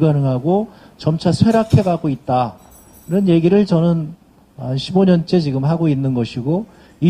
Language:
Korean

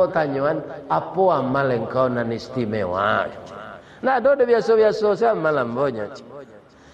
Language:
Minangkabau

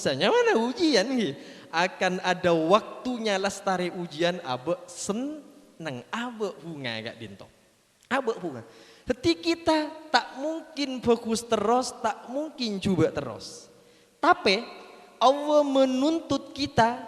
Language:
Madurese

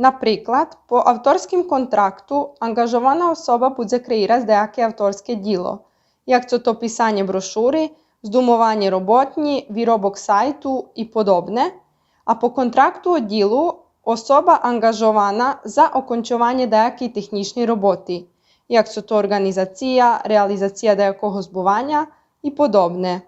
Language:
Rusyn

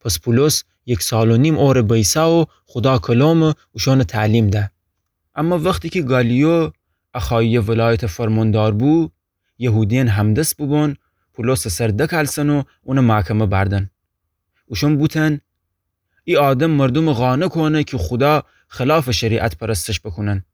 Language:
Gilaki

